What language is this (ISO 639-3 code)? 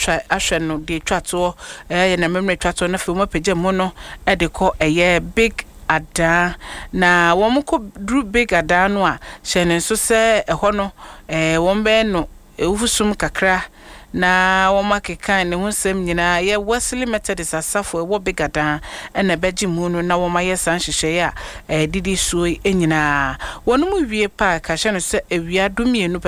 aka